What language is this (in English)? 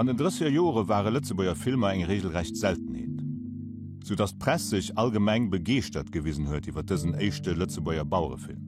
Luxembourgish